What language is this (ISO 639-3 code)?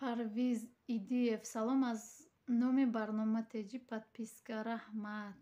tgk